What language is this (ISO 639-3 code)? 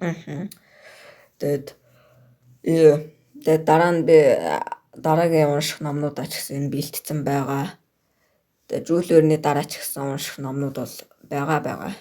mon